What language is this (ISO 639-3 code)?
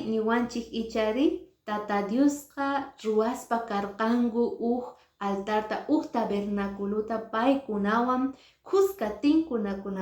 que